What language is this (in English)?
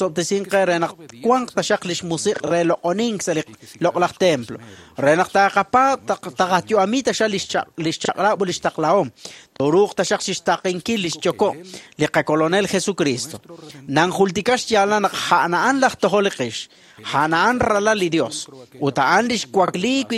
Kekchí